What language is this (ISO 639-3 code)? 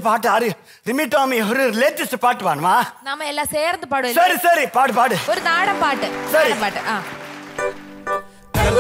mal